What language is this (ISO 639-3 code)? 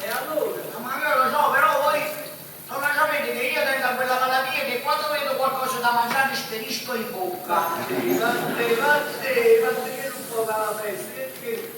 nap